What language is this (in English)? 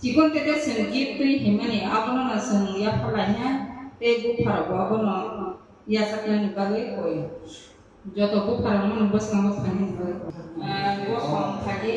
Kok Borok